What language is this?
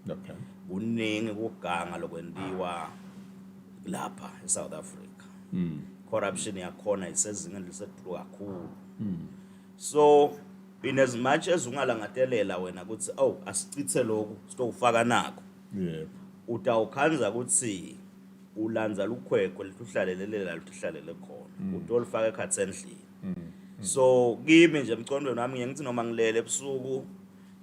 Swati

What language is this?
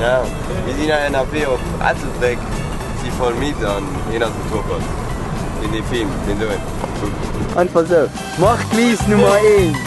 Luxembourgish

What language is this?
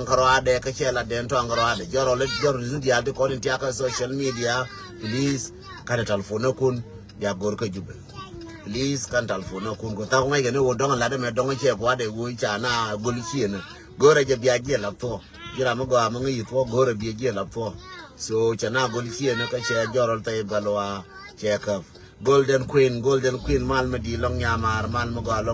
Nuer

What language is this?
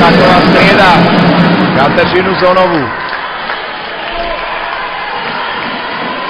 Slovak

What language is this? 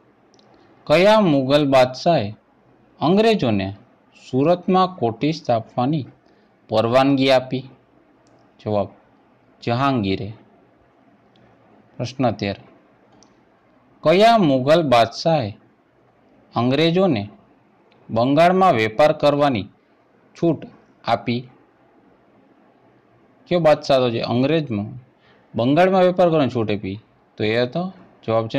Gujarati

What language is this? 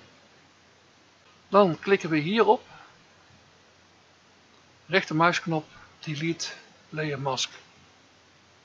Dutch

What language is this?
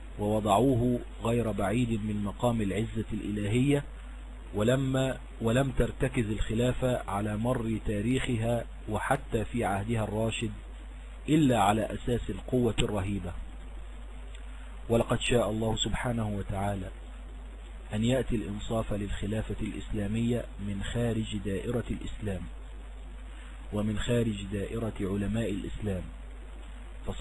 Arabic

